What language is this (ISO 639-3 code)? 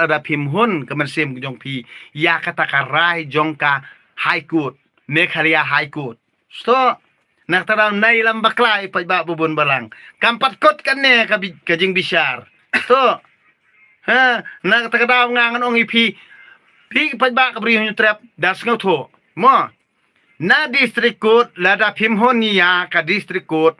kha